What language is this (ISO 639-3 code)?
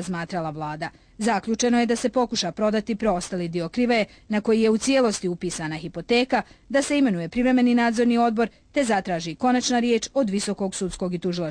bos